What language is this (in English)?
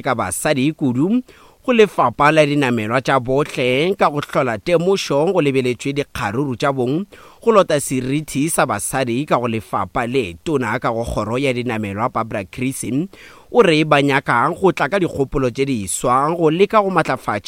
Northern Sotho